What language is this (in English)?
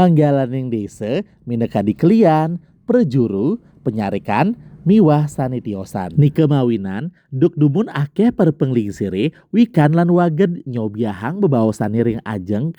Balinese